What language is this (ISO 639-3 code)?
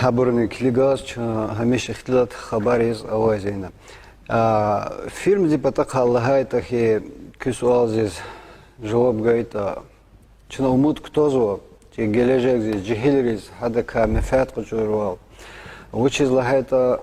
lez